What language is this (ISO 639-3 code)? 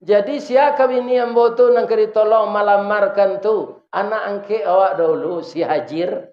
min